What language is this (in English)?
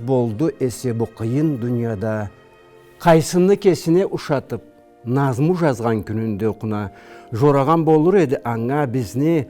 Karachay-Balkar